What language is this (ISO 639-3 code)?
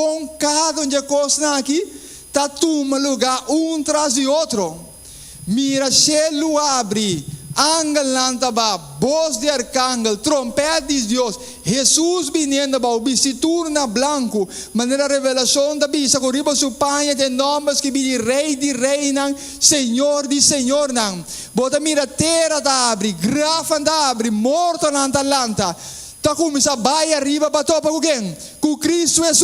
pap